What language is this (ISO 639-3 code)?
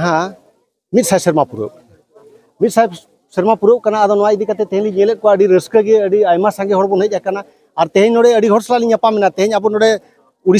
sat